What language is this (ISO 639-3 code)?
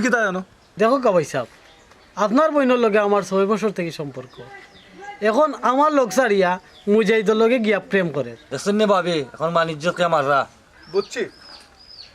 syl